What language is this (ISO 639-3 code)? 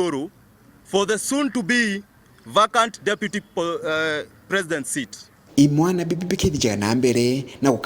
mer